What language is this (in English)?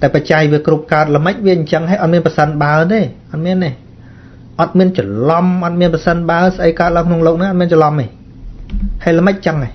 Khmer